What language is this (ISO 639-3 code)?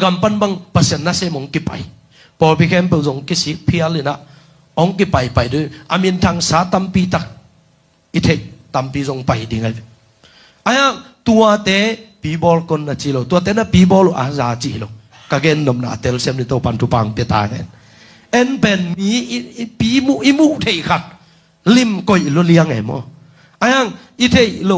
ctd